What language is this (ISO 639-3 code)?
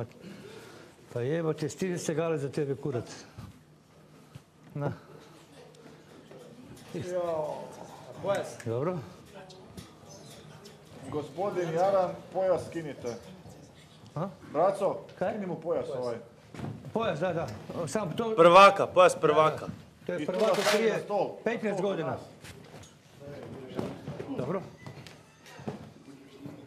hrv